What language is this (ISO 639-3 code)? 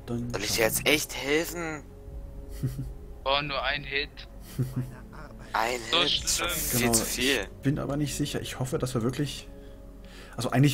deu